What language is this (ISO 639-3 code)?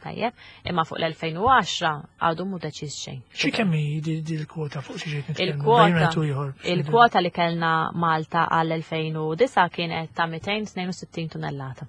mlt